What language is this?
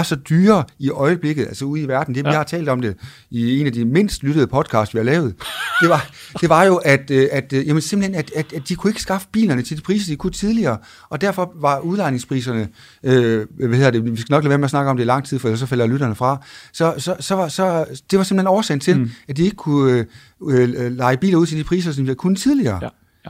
Danish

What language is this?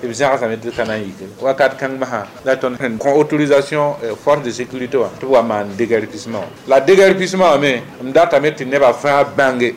Mossi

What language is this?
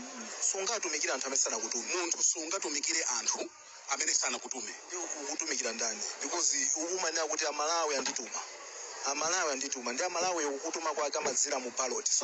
Nyanja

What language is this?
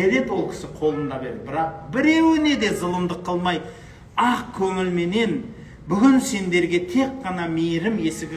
Kazakh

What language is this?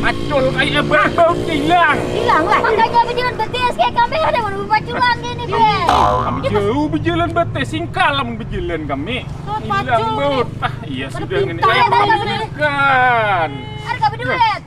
Banjar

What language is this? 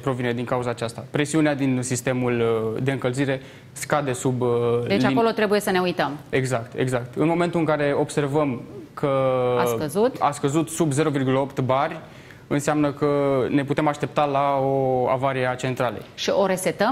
Romanian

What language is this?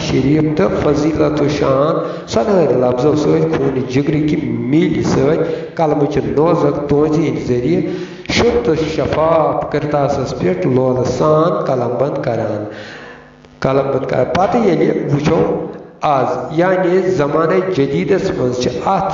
Kashmiri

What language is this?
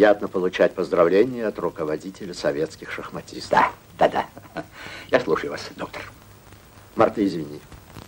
Russian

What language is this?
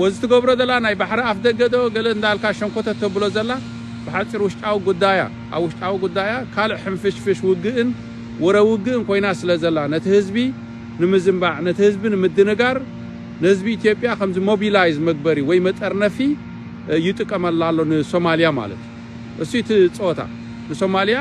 Tigrinya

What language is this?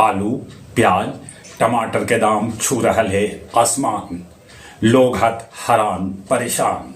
Magahi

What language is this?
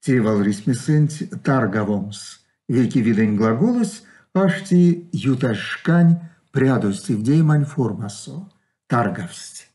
Erzya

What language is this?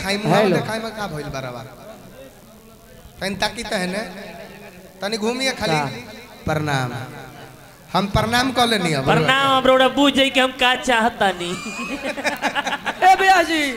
Bhojpuri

